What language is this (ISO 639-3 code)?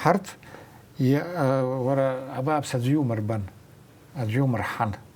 abk